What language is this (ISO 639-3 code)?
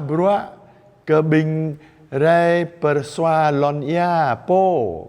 jra